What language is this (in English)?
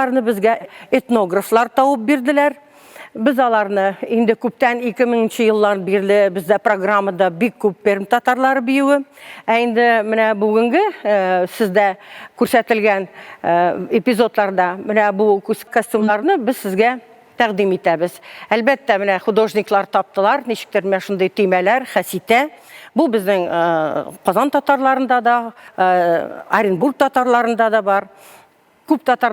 Tatar